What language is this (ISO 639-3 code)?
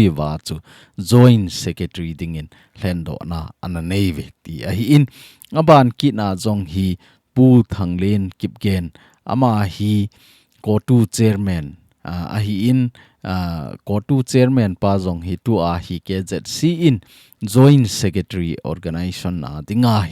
tcz